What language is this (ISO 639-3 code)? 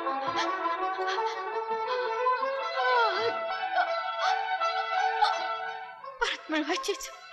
mar